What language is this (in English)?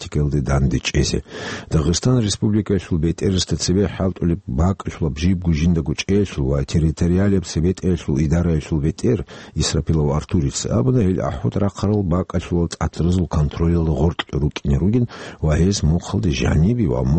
Avaric